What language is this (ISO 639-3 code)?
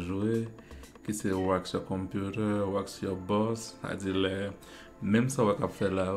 hat